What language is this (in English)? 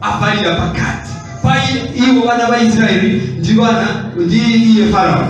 Nyanja